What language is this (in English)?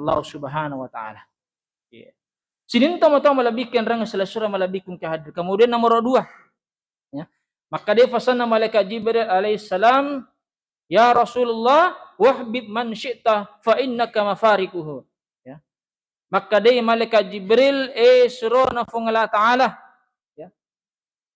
Buginese